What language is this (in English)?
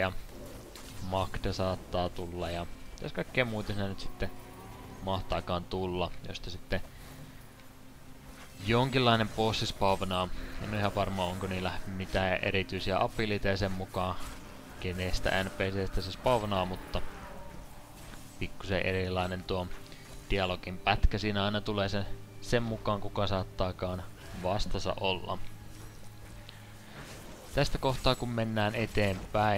Finnish